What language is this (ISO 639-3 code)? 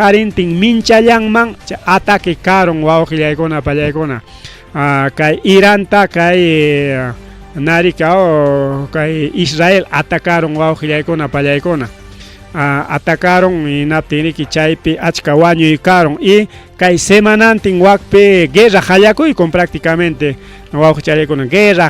quy